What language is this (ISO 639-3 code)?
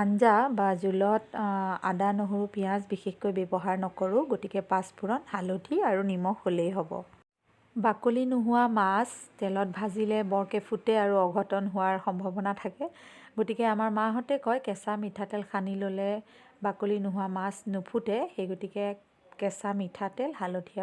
asm